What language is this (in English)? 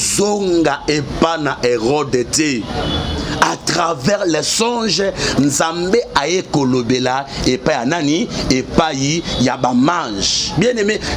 Lingala